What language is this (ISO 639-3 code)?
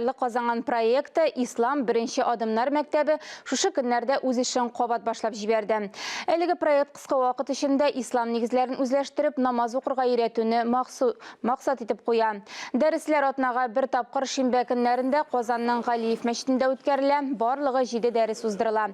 tat